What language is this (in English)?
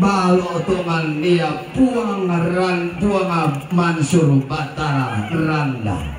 Toraja-Sa'dan